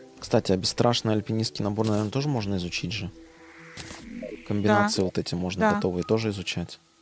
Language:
Russian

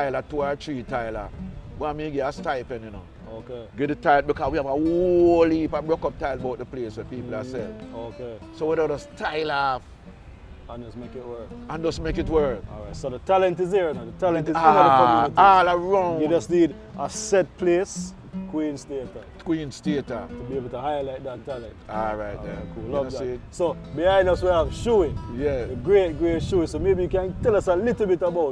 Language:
Jamaican Creole English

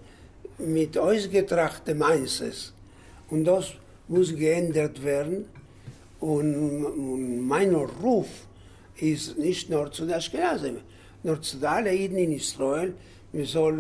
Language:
Yiddish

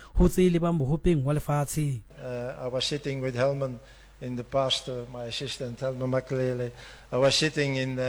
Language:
Southern Sotho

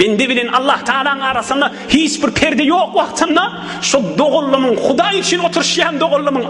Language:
Turkmen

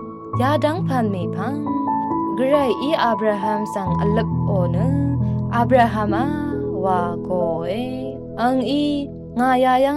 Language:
Rawang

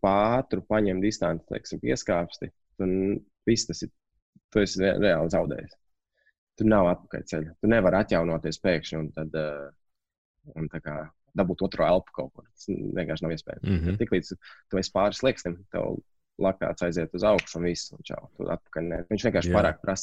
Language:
Latvian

